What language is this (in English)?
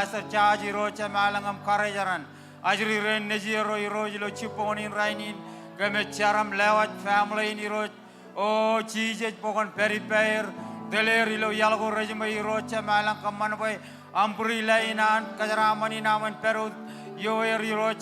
Marshallese